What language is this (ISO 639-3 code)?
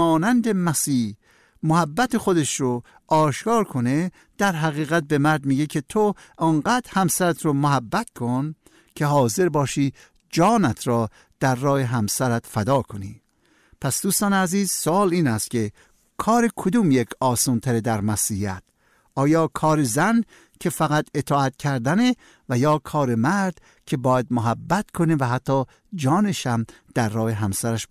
fas